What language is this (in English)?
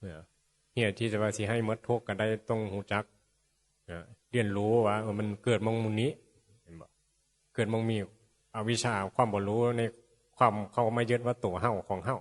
Northeastern Thai